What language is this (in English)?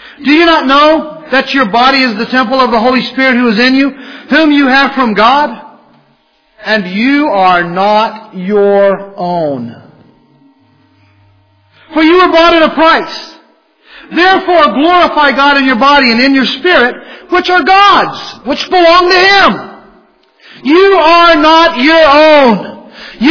English